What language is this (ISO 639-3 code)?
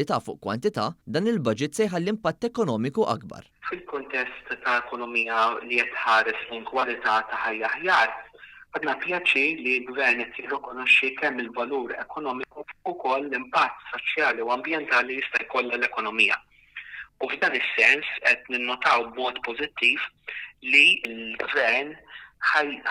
mlt